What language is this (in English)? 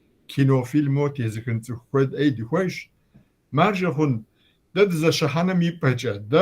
Kabardian